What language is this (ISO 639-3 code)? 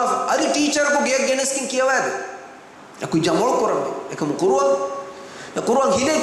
div